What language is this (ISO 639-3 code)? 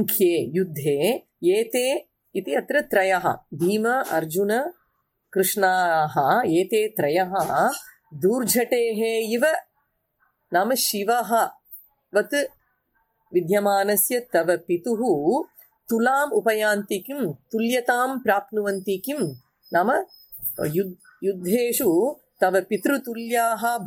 san